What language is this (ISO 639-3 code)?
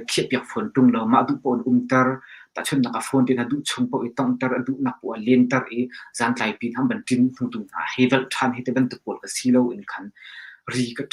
cnh